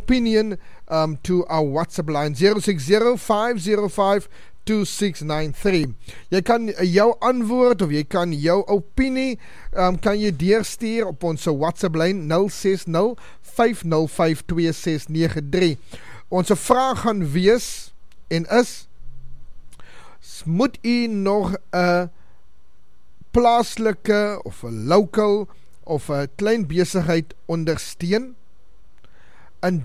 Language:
Afrikaans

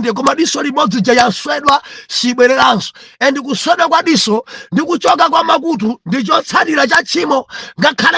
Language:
Nyanja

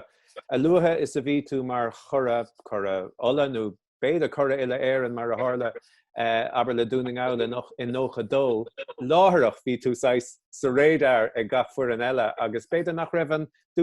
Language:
Irish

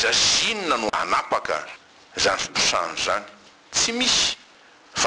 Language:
Malagasy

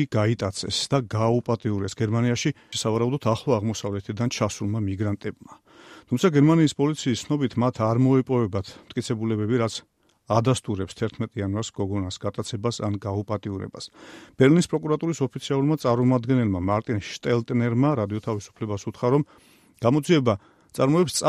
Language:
Georgian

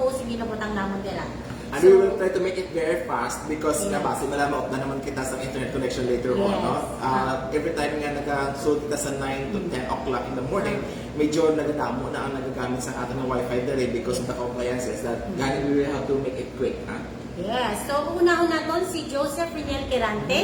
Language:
Hiligaynon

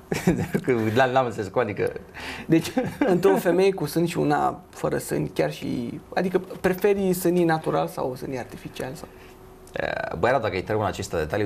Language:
Romanian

